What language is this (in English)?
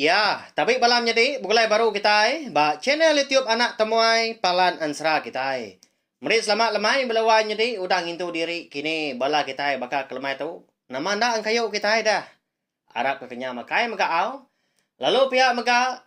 Iban